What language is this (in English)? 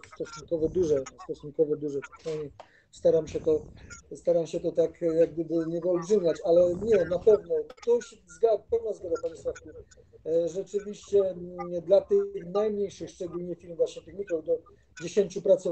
Polish